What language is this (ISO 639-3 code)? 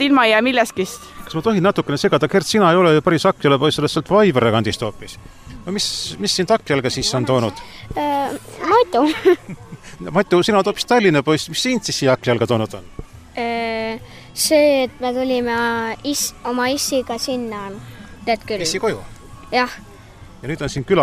est